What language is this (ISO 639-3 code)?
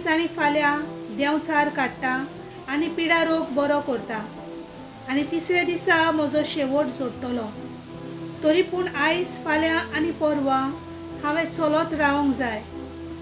kok